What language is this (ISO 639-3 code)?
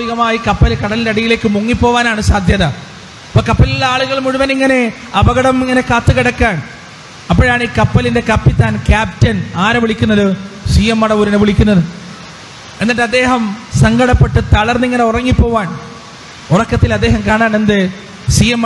mal